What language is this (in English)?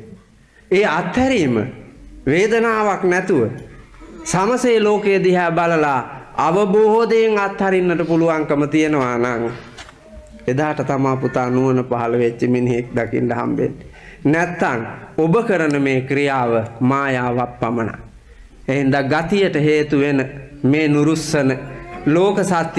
Sinhala